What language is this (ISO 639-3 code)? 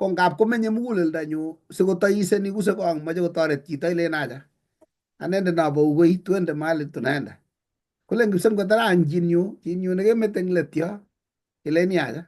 kln